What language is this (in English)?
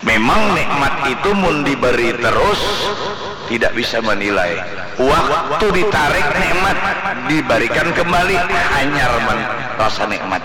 Banjar